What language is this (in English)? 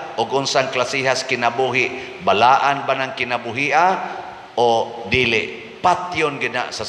Cebuano